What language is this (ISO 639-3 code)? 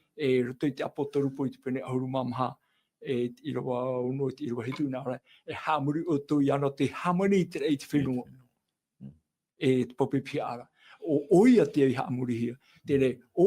tah